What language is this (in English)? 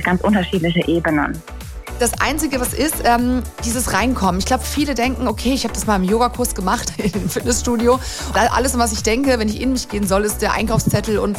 German